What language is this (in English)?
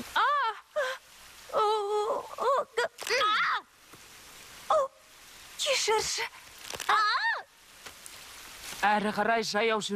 Kazakh